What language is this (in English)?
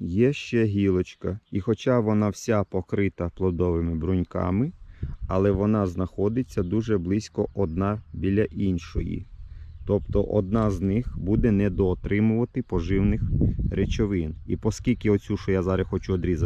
Ukrainian